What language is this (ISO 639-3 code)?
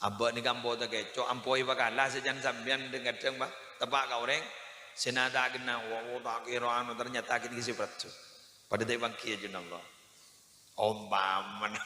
mad